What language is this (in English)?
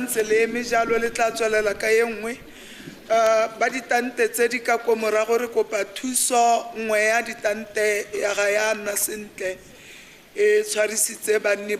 Tswana